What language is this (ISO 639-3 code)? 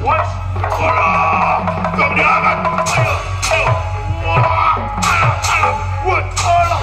sun